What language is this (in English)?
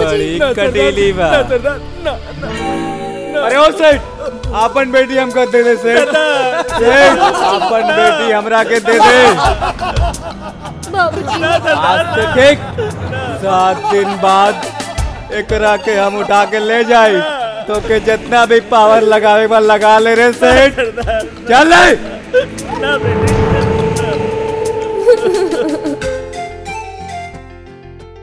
Bhojpuri